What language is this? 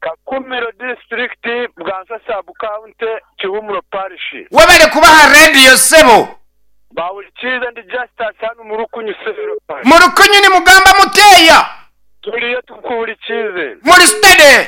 Nyankole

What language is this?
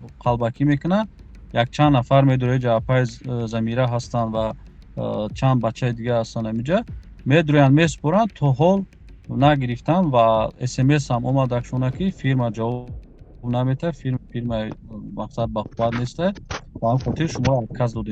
Tajik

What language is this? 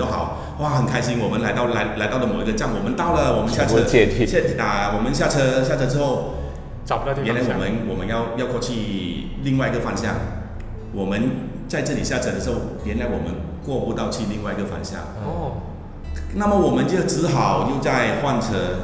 Chinese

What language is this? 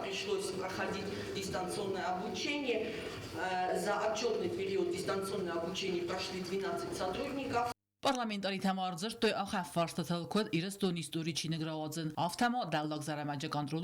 Ossetic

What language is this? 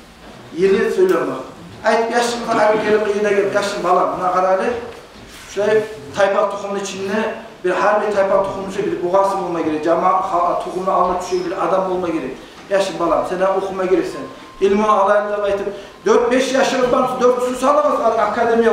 Kumyk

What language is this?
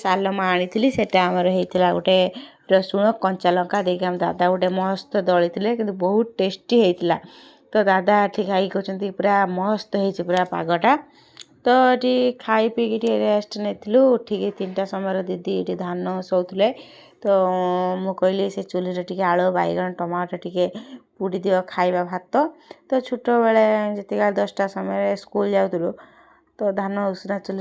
Odia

